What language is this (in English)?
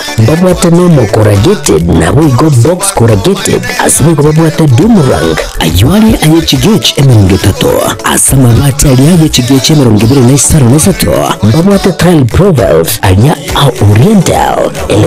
Gusii